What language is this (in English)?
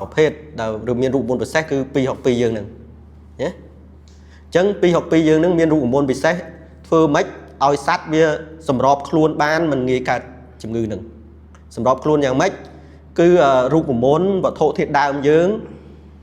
Khmer